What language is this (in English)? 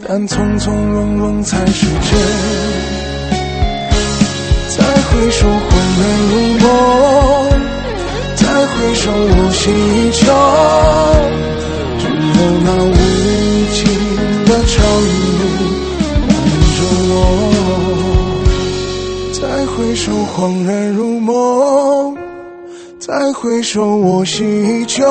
Chinese